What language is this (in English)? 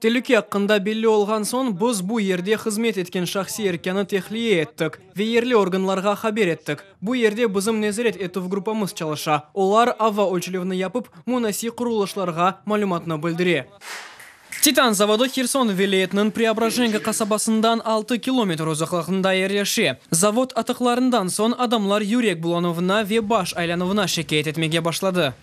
Crimean Tatar